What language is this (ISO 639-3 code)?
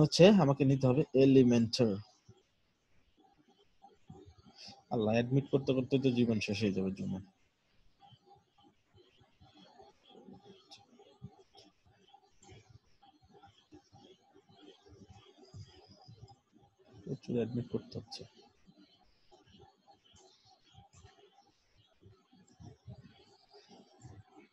ben